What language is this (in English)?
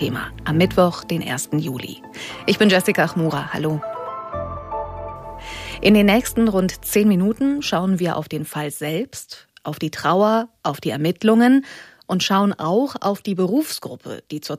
German